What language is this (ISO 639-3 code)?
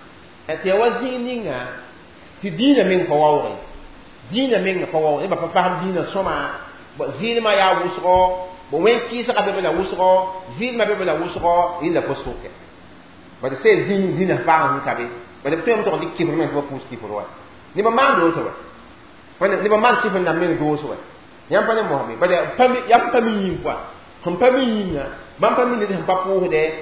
mos